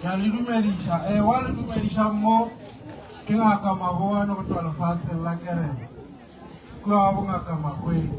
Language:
Northern Sotho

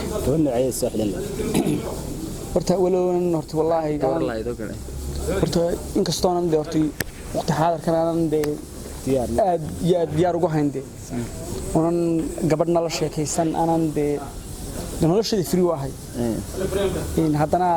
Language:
Somali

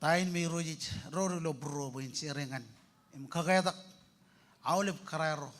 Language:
Marshallese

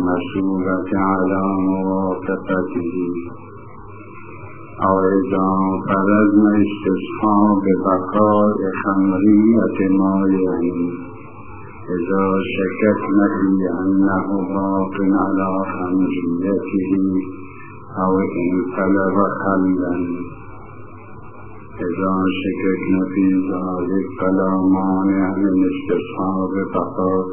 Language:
Arabic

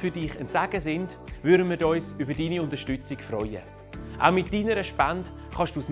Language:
Swiss German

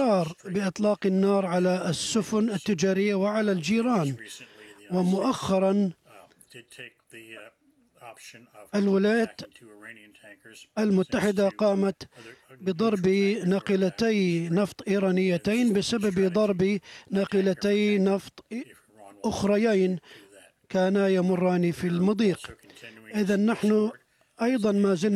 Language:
Arabic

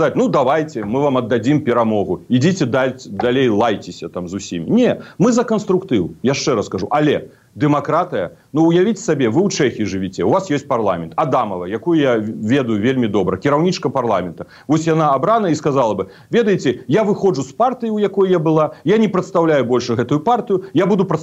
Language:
Belarusian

